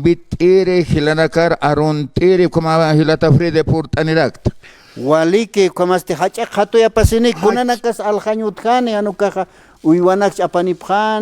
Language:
Aymara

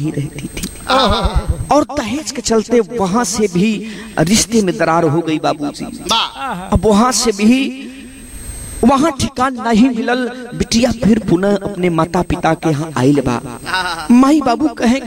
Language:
Bhojpuri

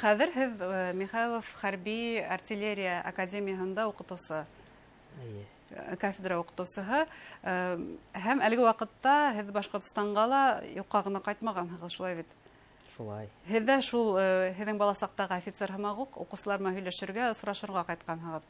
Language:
Bashkir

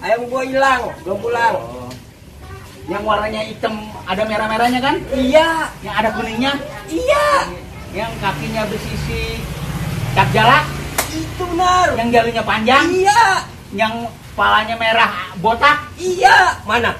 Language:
Betawi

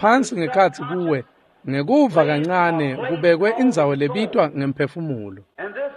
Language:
Swati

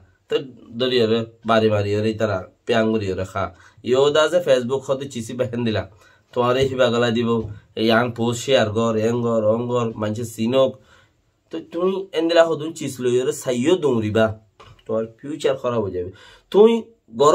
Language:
Rohingya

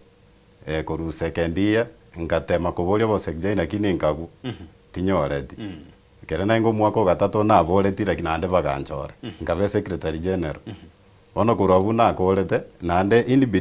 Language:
Gusii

